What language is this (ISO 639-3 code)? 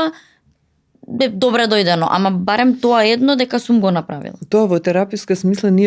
mkd